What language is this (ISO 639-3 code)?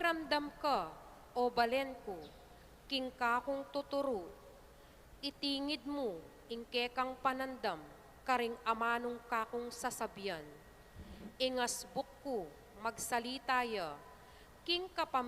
pam